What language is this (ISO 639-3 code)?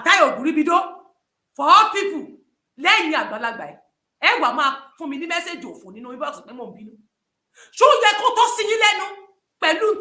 yor